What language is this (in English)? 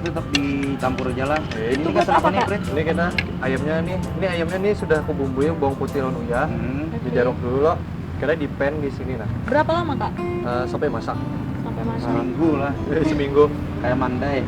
Banjar